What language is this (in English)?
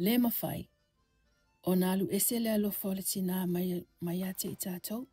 Samoan